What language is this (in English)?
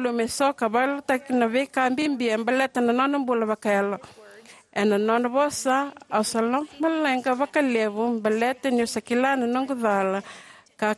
Fijian